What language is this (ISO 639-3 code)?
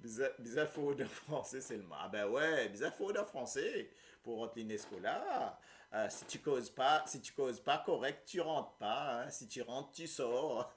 mfe